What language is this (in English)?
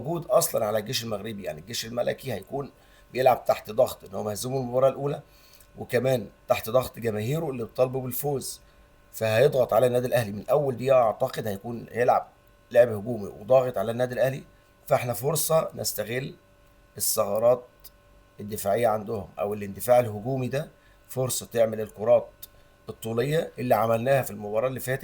Egyptian Arabic